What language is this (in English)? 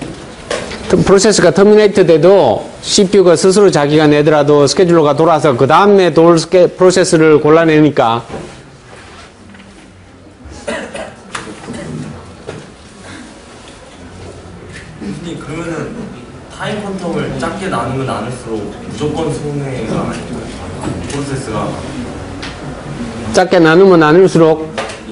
Korean